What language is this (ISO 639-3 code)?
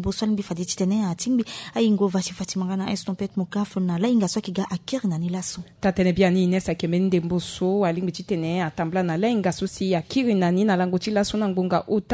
sag